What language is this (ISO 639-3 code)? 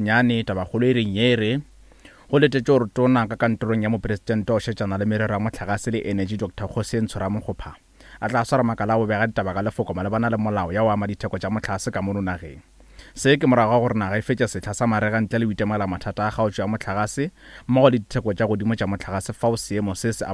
nso